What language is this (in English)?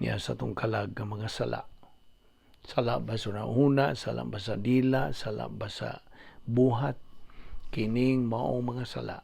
Cebuano